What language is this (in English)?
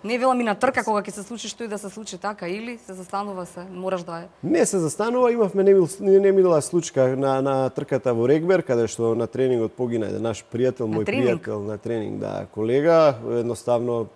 Macedonian